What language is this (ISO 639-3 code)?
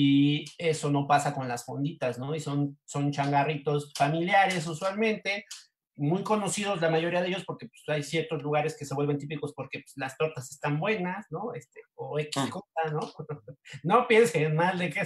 spa